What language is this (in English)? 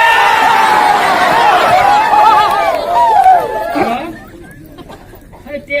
Phom Naga